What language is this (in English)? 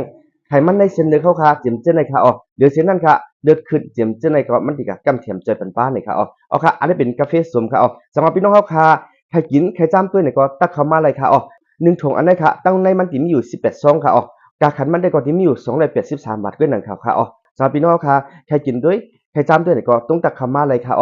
Shan